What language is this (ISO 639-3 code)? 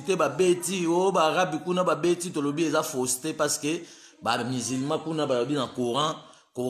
lin